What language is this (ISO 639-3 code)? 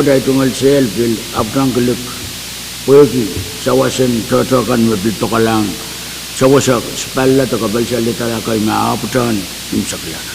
pon